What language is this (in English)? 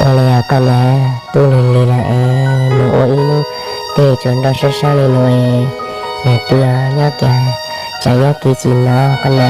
Hmong